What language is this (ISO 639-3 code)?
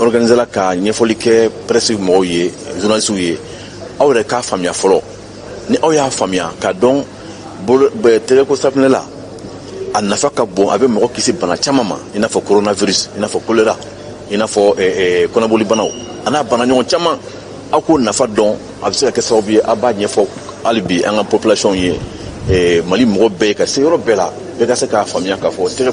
bam